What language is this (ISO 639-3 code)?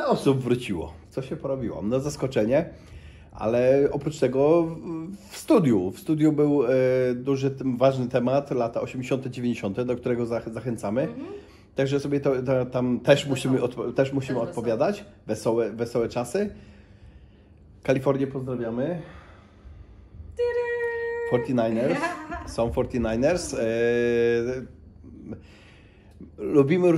pol